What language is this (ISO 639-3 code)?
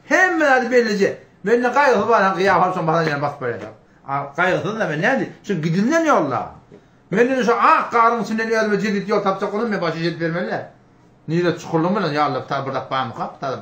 tuk